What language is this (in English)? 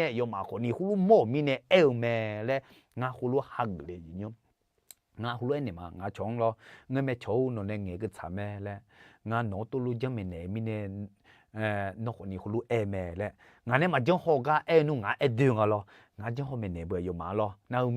Akha